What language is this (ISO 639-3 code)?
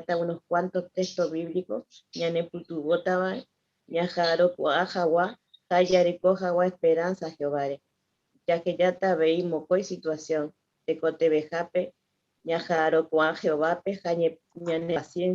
grn